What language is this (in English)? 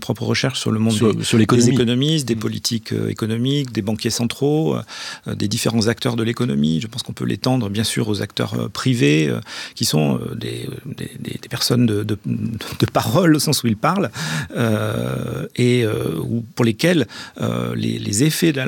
French